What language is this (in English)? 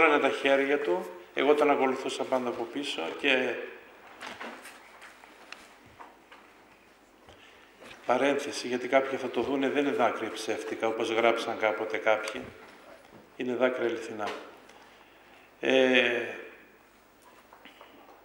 Greek